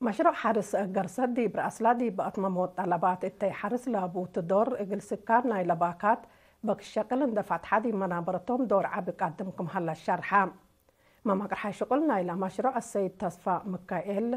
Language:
Tigre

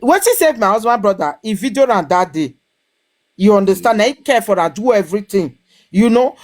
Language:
Nigerian Pidgin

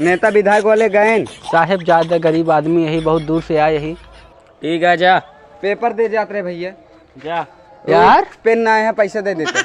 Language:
Awadhi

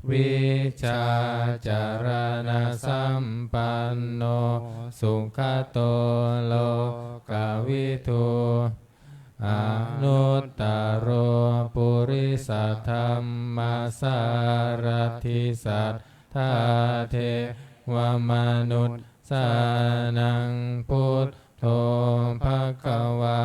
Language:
Pali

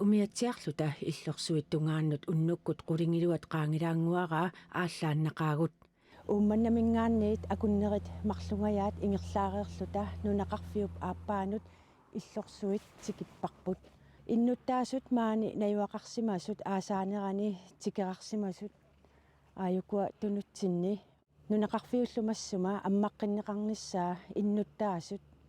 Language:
Kalaallisut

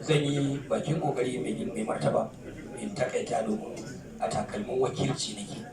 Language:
Hausa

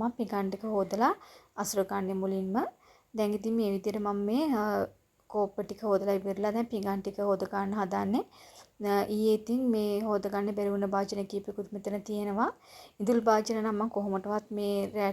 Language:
Sinhala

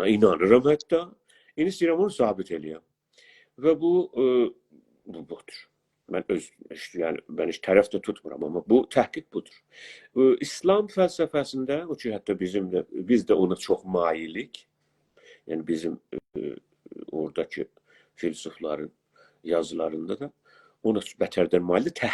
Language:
South Azerbaijani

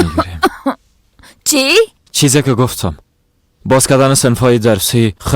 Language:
Persian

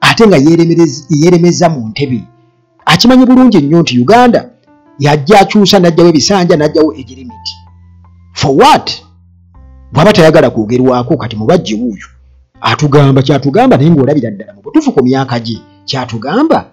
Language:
Ganda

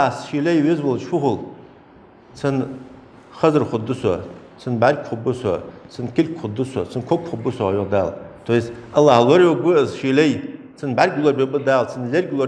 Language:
Ingush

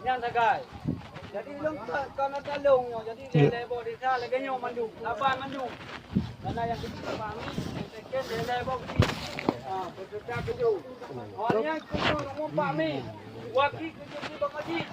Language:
Achinese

